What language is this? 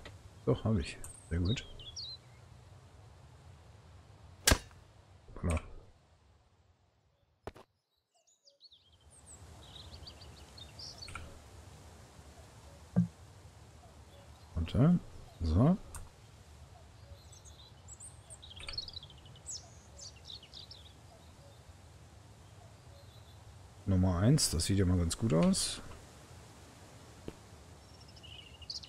German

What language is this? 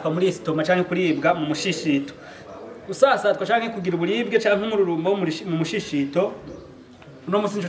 Rundi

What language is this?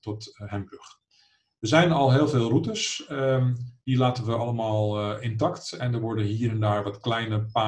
Dutch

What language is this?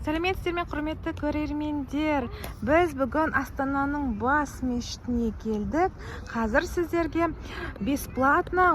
Kazakh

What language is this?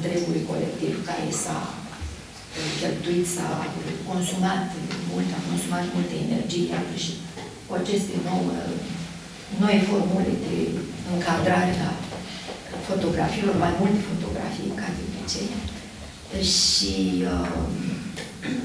Romanian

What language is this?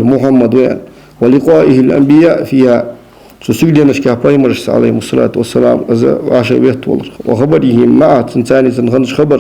Ingush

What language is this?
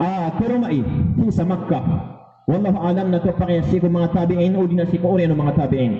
Maranao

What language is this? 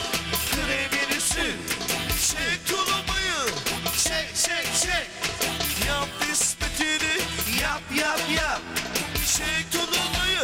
Turkish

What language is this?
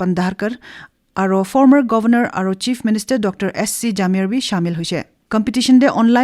Naga Pidgin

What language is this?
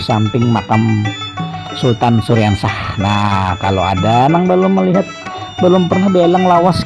Banjar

